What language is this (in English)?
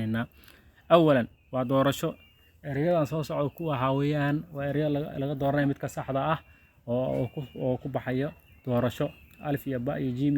Somali